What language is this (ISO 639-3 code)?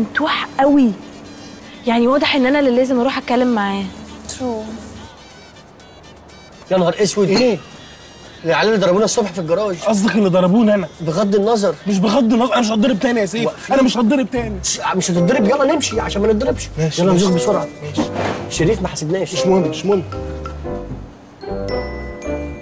arz